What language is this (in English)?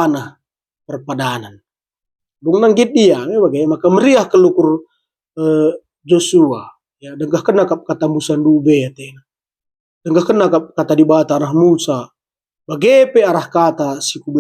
Batak Karo